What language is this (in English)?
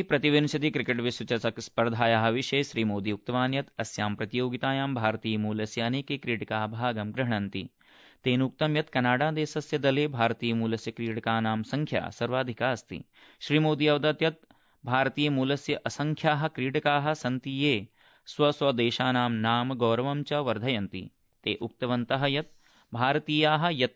Sanskrit